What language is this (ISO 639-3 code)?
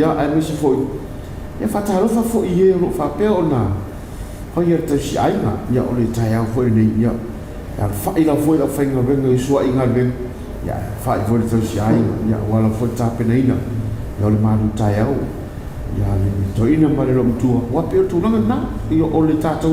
smo